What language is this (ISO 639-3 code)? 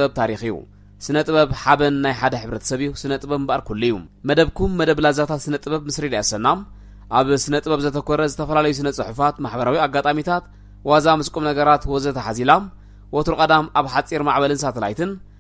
tir